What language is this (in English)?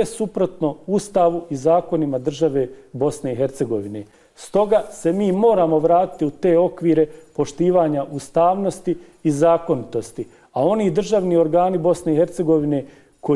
Bosnian